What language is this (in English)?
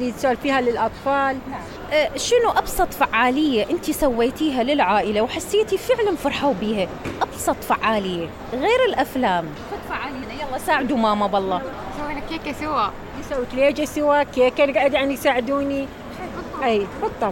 Mesopotamian Arabic